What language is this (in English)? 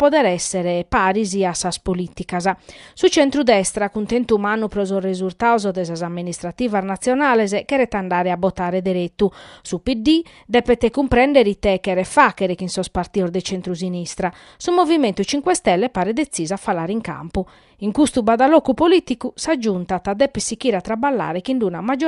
Sardinian